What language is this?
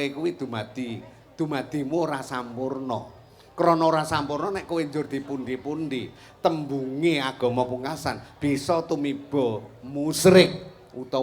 Javanese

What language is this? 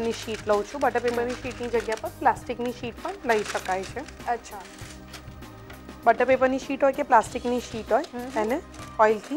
Gujarati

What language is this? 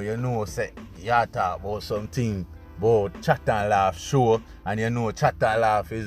Jamaican Creole English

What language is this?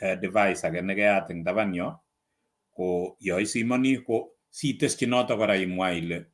Kalenjin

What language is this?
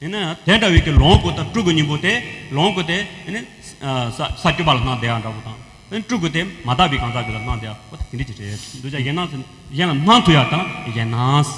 Tibetan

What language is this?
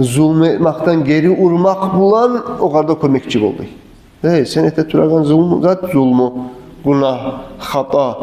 Kumyk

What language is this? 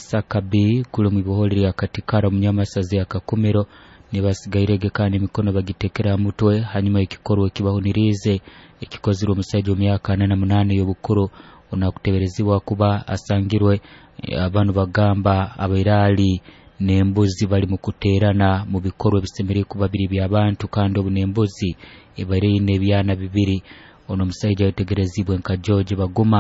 Nyoro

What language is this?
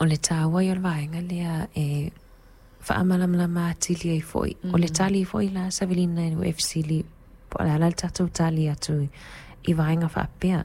Samoan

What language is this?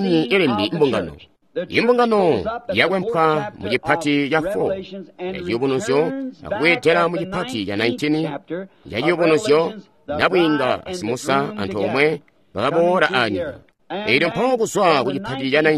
Tonga (Zambia)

